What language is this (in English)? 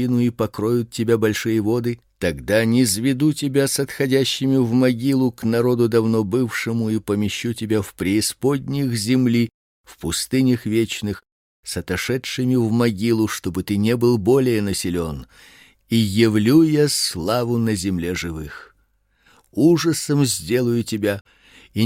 Russian